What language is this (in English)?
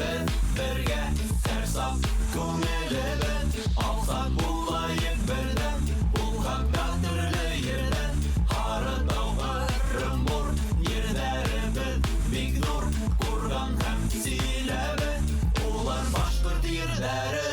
Bashkir